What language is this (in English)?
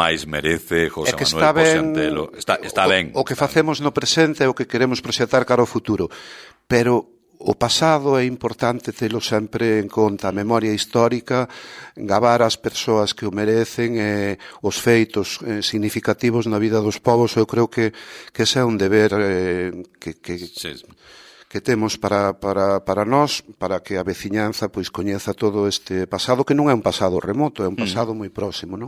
Galician